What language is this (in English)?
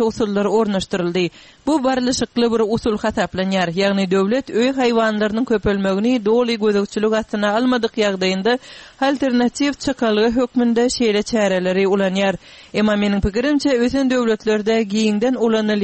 Turkmen